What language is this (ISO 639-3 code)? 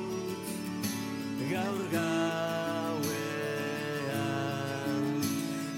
eus